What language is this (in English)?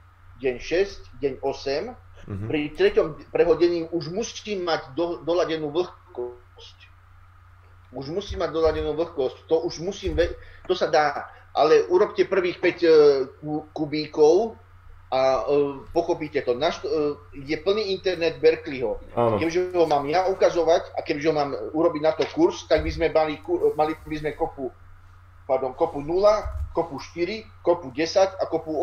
Slovak